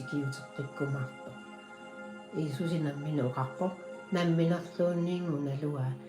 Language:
Kalaallisut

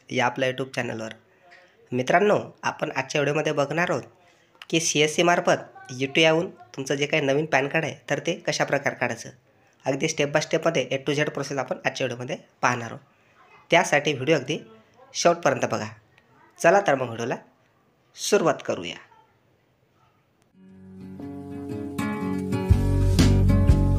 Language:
Marathi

